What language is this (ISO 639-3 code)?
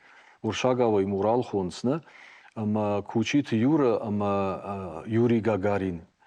oss